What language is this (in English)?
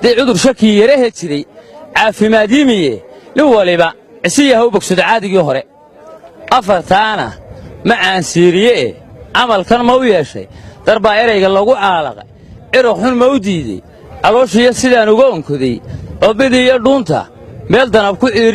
Somali